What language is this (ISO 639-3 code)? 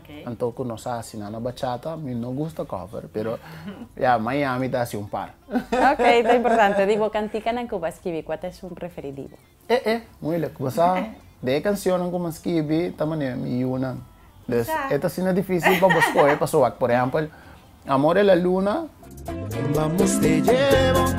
pap